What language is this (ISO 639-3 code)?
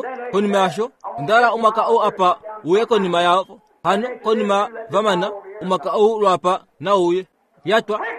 kua